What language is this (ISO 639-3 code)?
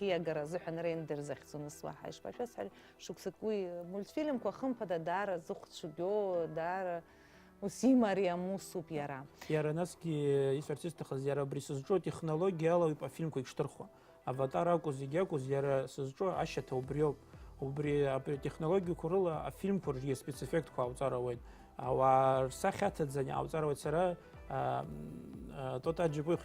abk